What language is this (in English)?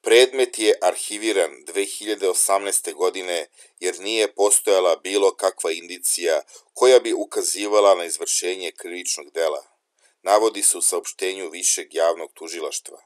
Serbian